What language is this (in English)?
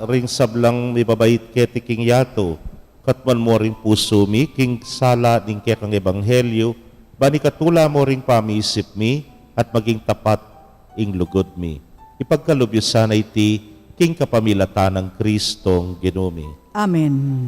Pampanga